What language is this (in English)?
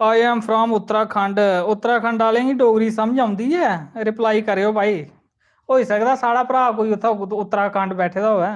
Dogri